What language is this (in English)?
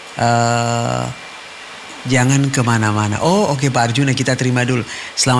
Indonesian